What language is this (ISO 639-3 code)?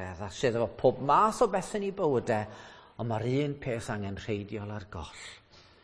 cym